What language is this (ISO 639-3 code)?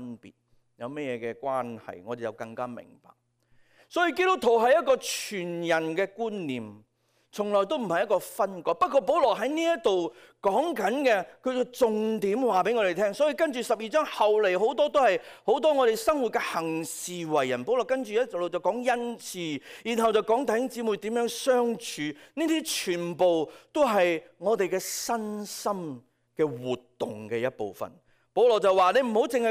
yue